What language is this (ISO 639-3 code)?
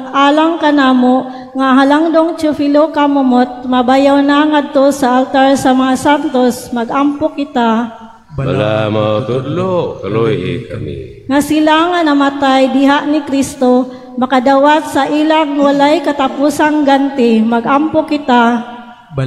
ceb